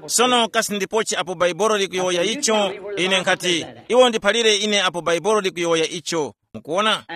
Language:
Tumbuka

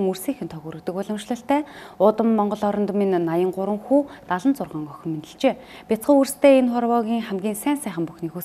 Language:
Mongolian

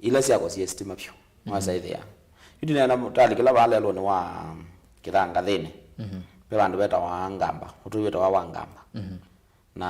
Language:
Kamba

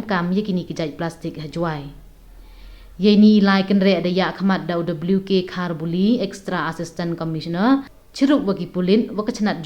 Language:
Pnar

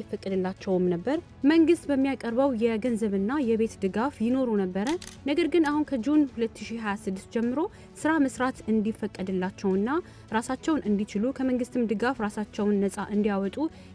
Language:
Amharic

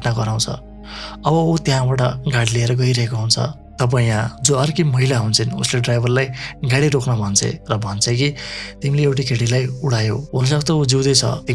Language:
Nepali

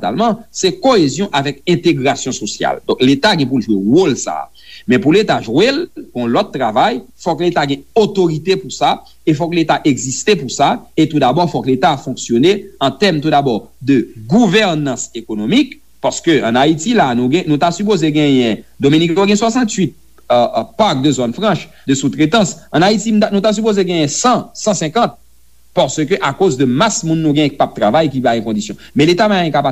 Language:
Haitian Creole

